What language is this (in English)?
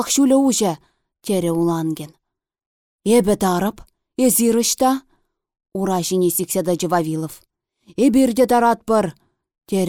Chuvash